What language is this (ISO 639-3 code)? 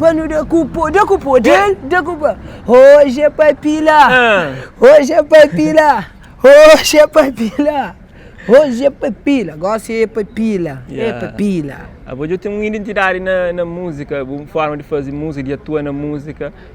kea